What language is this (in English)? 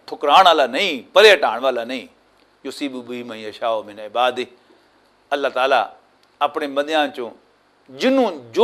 Western Panjabi